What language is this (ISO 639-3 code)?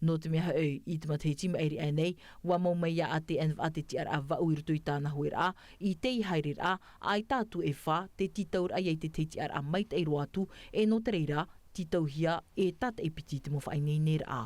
tah